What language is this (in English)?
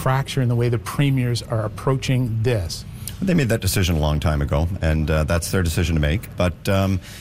English